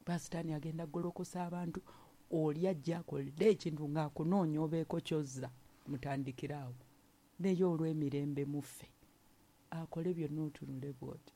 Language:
Ganda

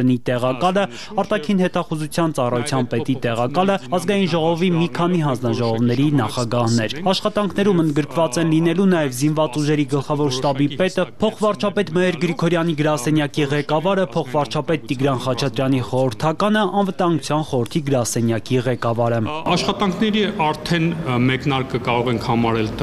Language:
Armenian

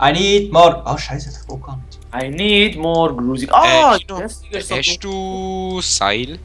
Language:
Swiss German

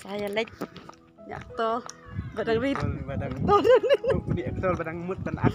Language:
Khasi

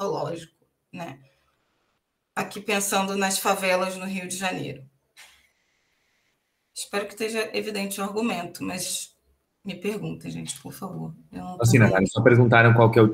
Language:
Portuguese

